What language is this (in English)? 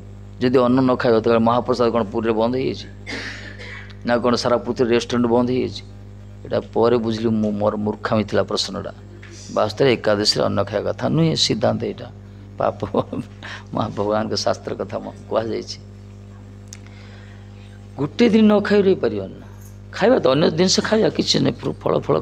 Odia